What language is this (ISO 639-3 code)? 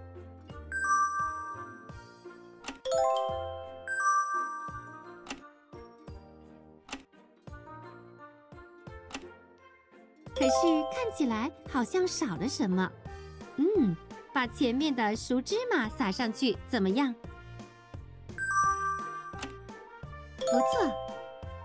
zho